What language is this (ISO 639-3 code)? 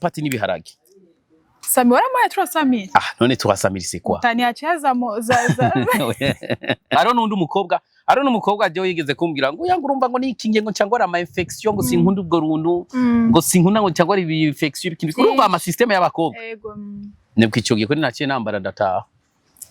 run